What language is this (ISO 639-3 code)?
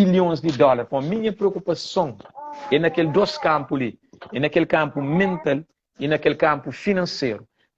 kea